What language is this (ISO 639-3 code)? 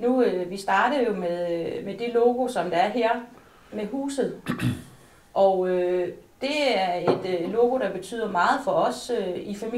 dan